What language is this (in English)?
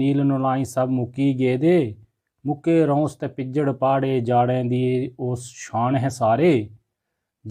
Dogri